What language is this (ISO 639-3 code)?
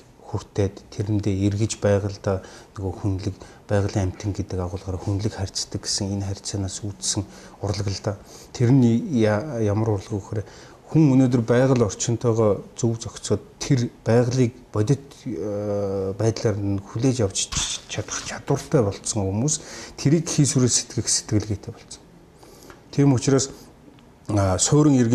mon